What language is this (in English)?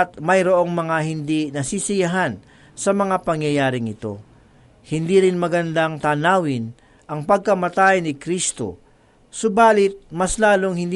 Filipino